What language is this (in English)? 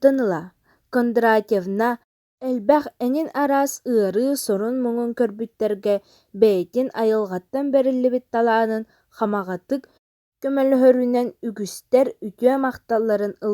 Yakut